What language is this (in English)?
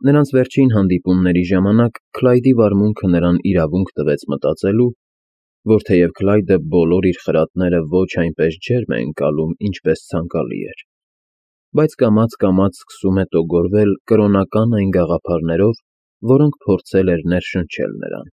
Armenian